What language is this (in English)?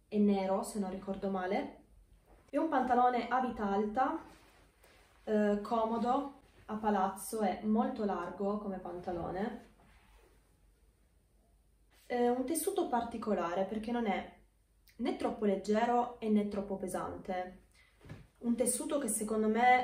Italian